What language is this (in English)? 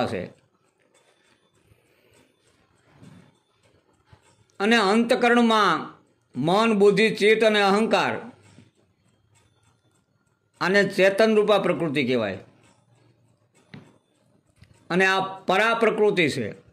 Gujarati